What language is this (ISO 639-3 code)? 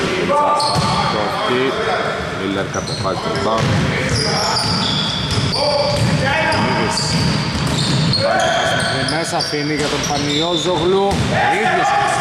ell